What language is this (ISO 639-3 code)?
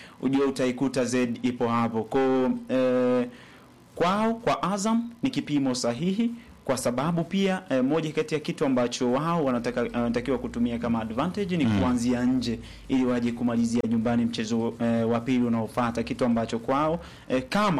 swa